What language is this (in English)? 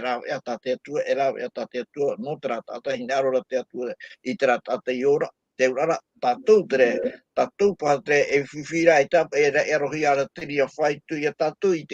Tahitian